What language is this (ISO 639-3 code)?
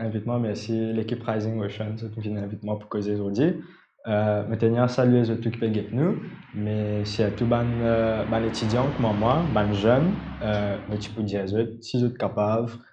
mfe